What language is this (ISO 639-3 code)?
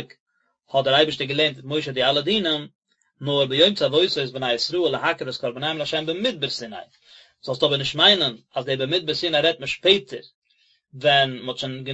yid